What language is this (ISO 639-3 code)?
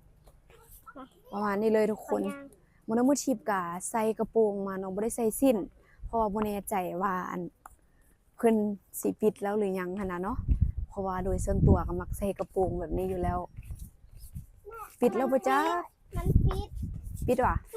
lao